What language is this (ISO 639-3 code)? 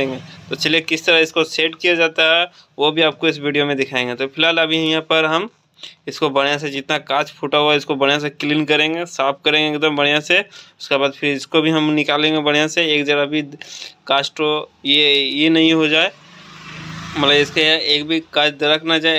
hin